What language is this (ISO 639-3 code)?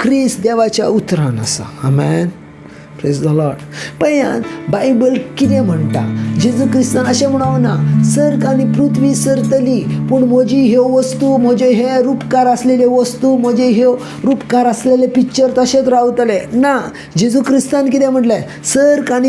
kok